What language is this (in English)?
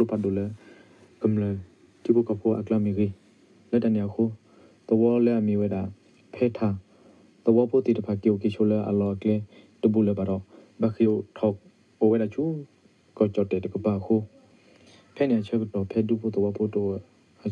S'gaw Karen